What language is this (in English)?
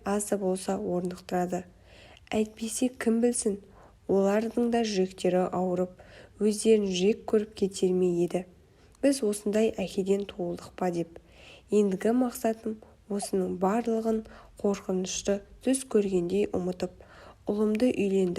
Kazakh